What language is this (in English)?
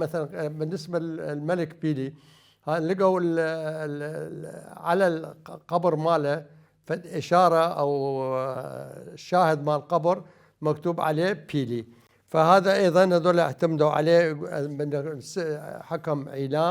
Mesopotamian Arabic